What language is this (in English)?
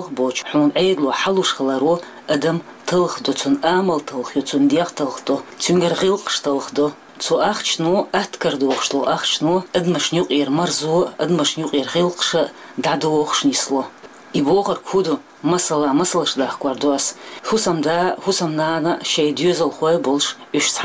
Chechen